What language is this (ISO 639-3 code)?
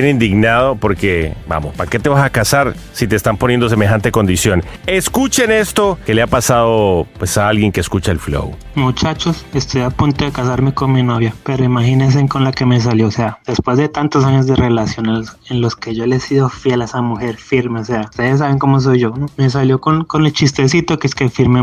spa